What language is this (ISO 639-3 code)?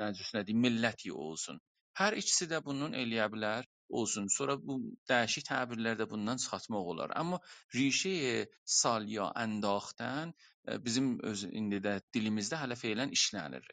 azb